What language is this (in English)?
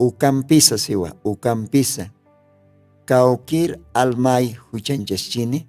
Aymara